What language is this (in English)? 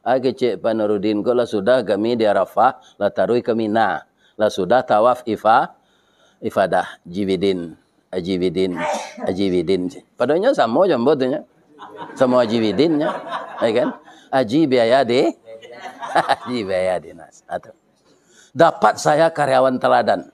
Minangkabau